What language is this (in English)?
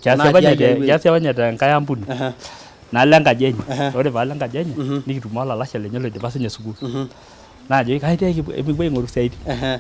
Masai